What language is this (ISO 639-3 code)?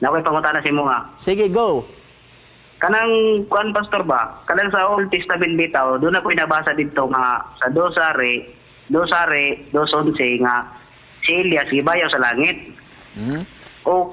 ceb